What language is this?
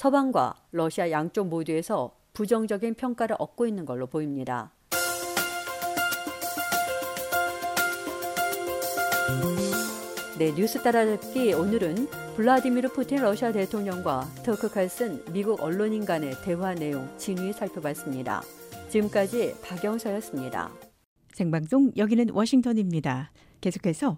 Korean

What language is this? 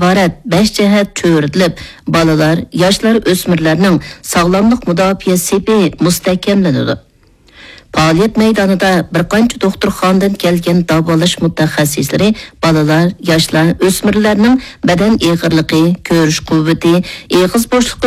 Uyghur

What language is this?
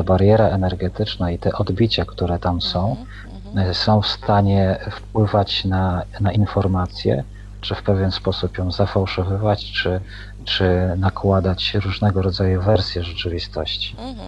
Polish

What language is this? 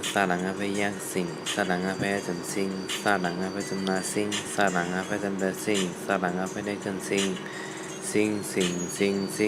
Shan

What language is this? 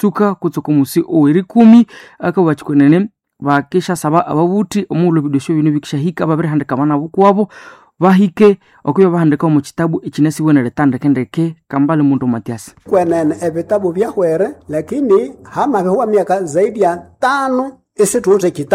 Nande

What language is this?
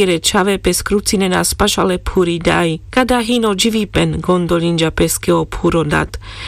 Carpathian Romani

